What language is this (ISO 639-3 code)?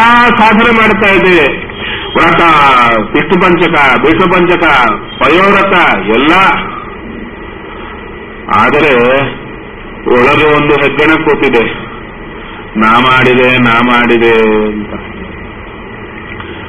kan